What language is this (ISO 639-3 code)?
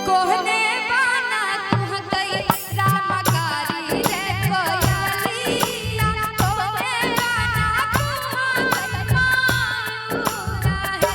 mai